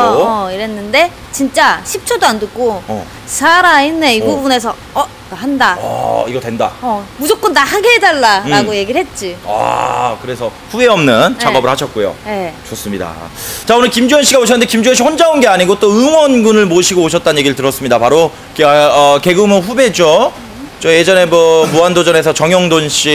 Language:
Korean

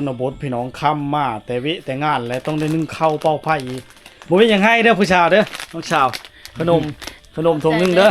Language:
Lao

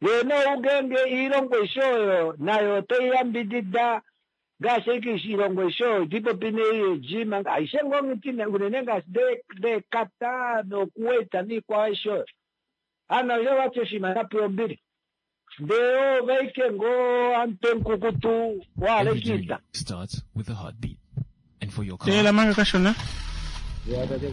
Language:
Kuanyama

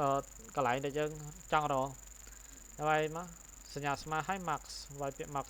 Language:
Khmer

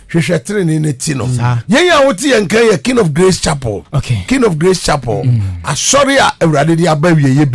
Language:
Akan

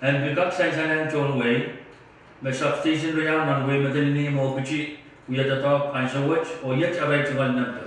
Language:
Pohnpeian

